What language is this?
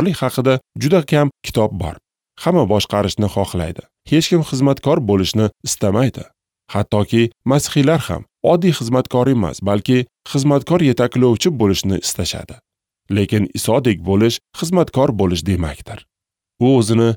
Uzbek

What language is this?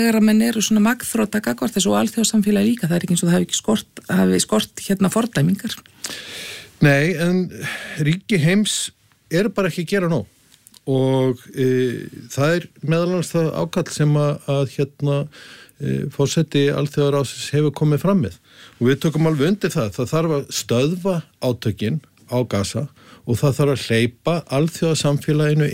Icelandic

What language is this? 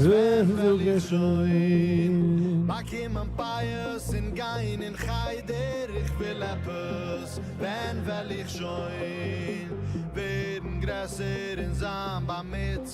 Yiddish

